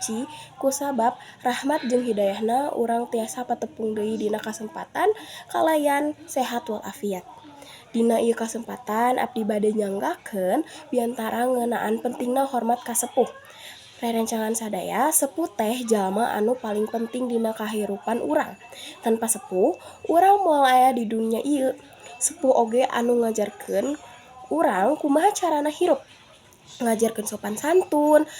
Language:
Sundanese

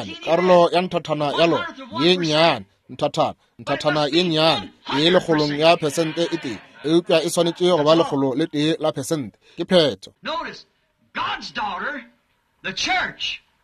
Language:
Northern Sotho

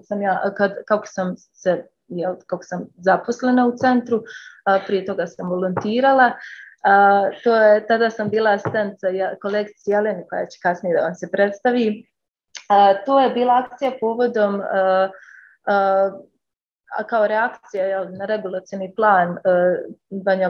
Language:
Bosnian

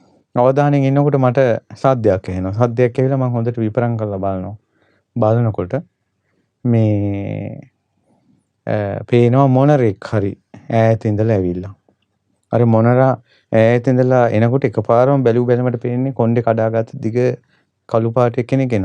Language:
Sinhala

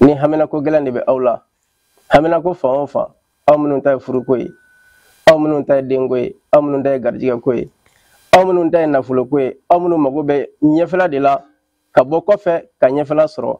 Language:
Bambara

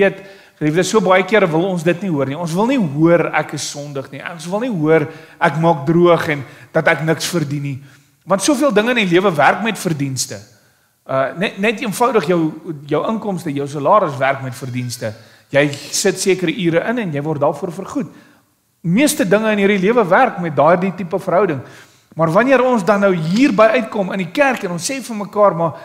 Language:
Afrikaans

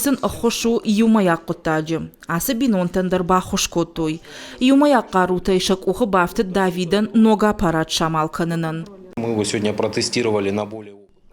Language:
Ossetic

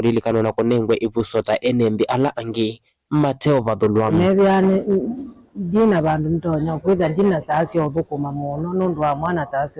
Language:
Kamba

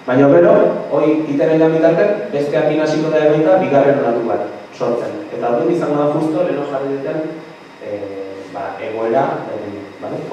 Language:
Basque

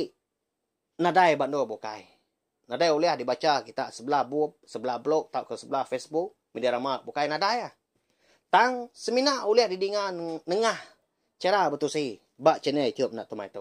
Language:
Iban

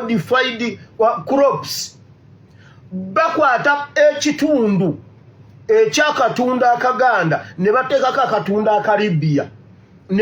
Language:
Ganda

